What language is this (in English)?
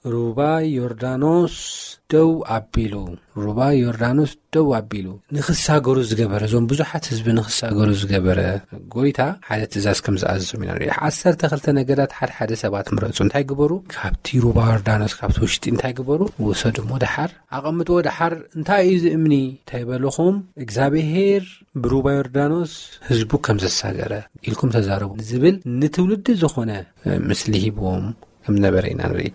Tigrinya